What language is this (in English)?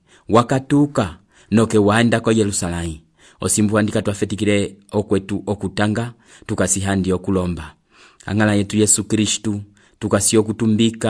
Umbundu